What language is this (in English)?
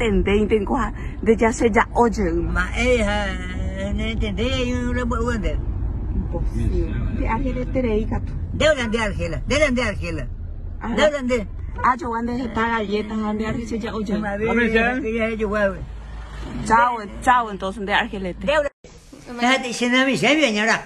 Guarani